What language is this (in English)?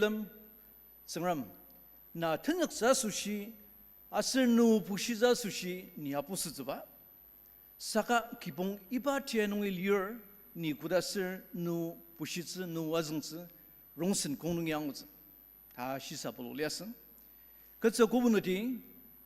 Ao Naga